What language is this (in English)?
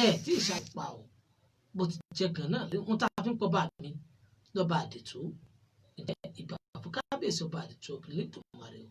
Yoruba